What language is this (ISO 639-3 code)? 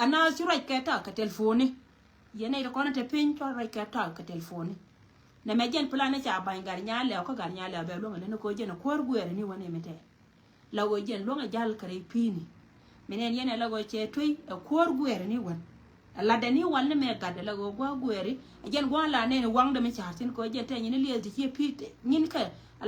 nus